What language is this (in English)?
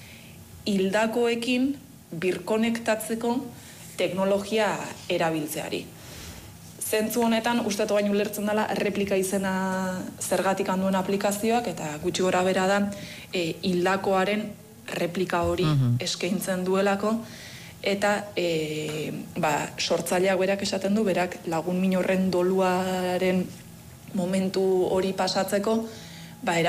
Basque